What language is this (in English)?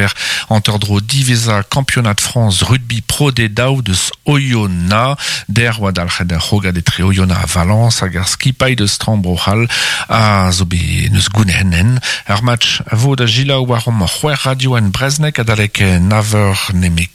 Breton